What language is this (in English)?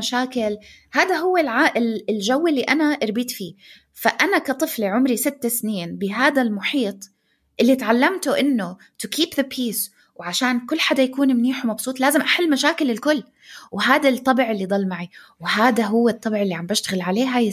North Levantine Arabic